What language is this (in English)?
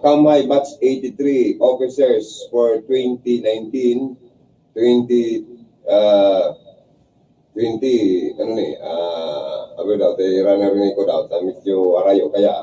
Bikol